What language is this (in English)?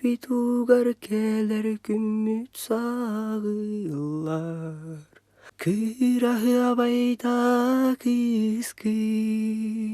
Yakut